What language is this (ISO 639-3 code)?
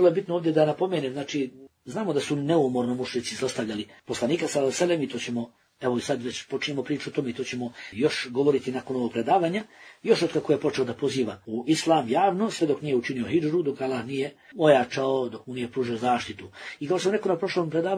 bos